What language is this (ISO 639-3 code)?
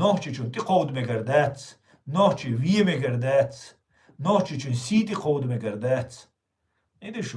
che